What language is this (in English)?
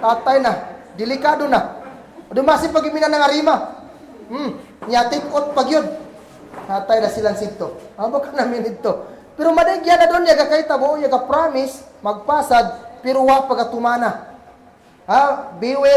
Kagan Kalagan